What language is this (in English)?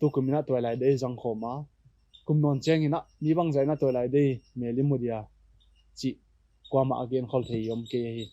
Paite Chin